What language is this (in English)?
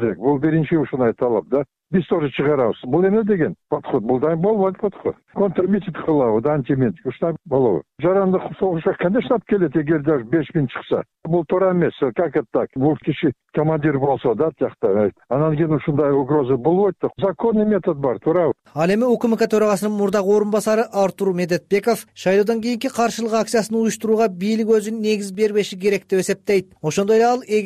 Kyrgyz